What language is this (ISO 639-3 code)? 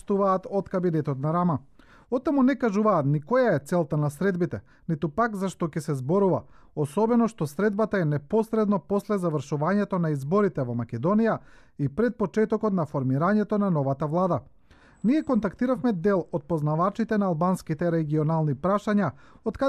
mkd